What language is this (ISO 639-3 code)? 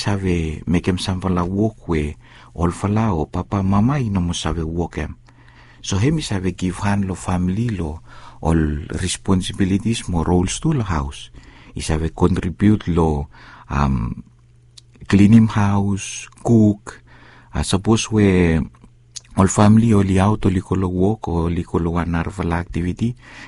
bis